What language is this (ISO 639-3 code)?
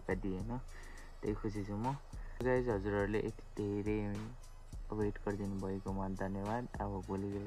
nep